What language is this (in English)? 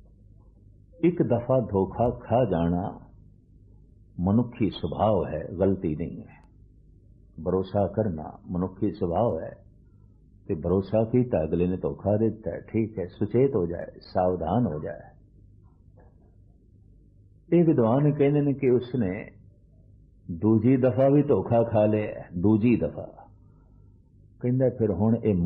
Punjabi